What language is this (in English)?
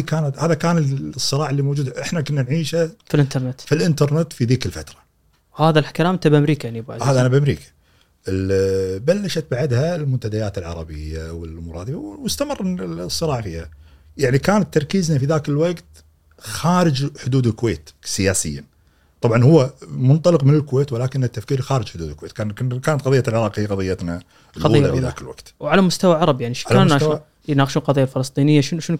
Gulf Arabic